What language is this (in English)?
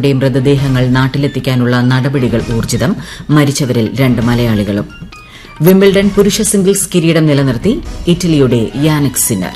Malayalam